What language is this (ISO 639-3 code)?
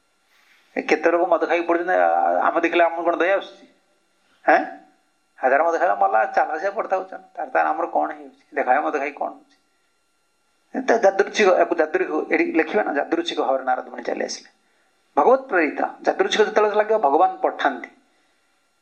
ori